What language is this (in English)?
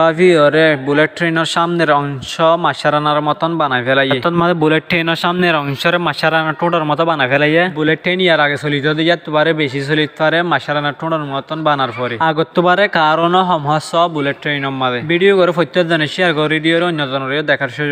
Rohingya